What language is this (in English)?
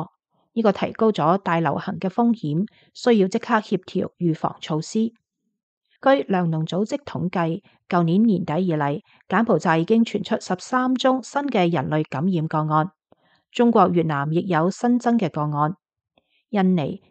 Cantonese